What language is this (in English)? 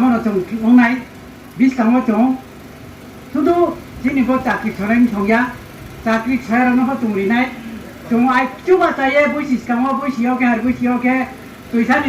Riang (India)